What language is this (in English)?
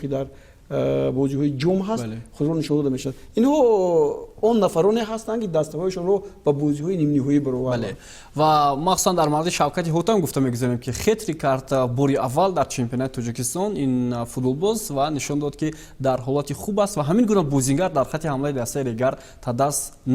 Tajik